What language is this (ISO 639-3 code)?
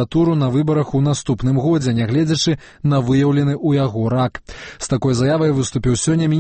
bel